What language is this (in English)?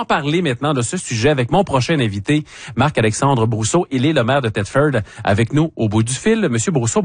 French